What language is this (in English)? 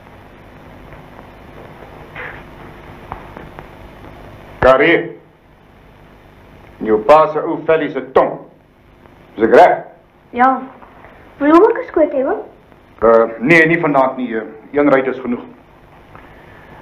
Afrikaans